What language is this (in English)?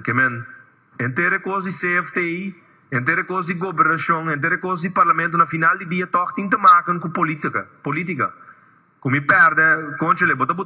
Papiamento